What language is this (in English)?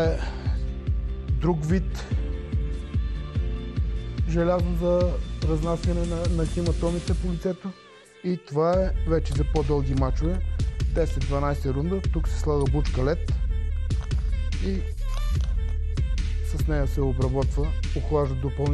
Bulgarian